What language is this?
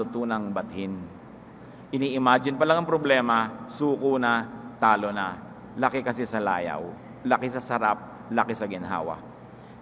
Filipino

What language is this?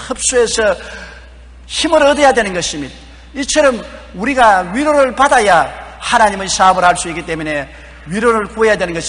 Korean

